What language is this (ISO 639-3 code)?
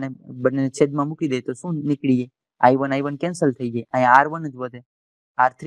guj